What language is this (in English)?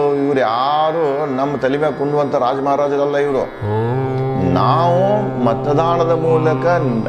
Kannada